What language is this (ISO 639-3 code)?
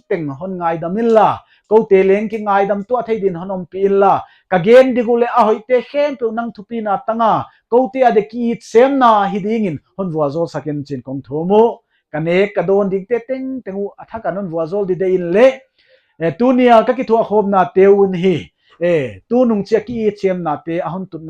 pck